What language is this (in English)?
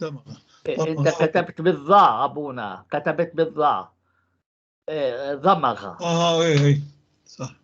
North Levantine Arabic